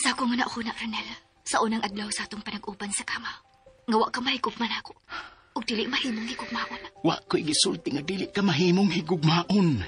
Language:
Cebuano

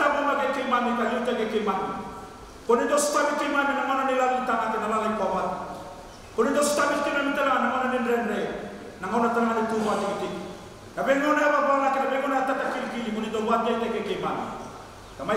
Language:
Fijian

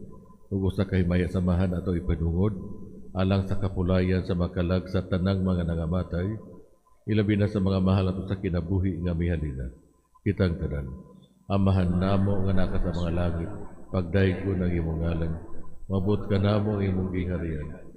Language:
Cebuano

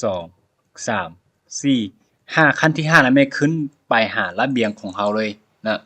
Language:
Lao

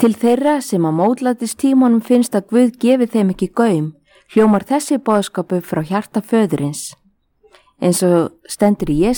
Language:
Icelandic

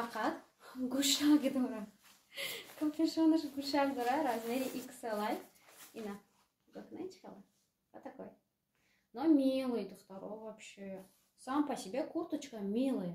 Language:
Tajik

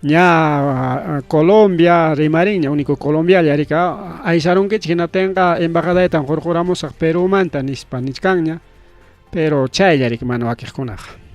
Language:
Ayacucho Quechua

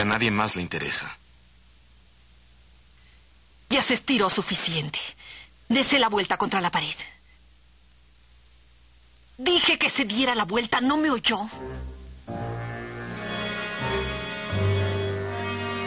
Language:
Spanish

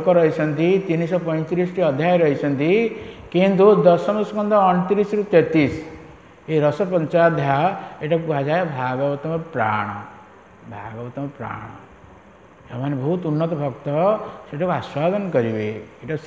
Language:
Odia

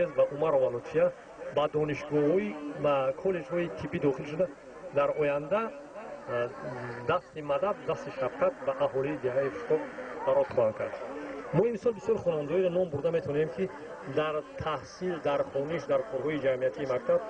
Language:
Tajik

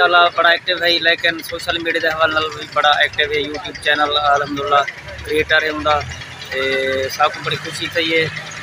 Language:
Saraiki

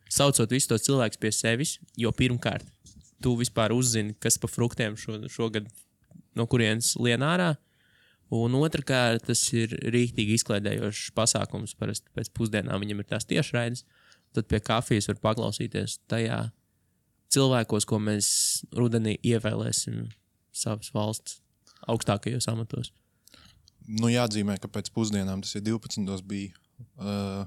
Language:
Latvian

